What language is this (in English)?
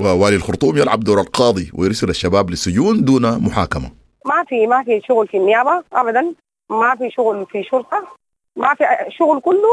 Sudanese Arabic